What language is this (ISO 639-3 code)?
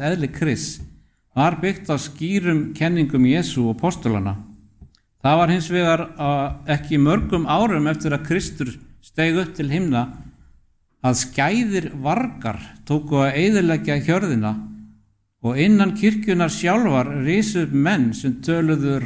isl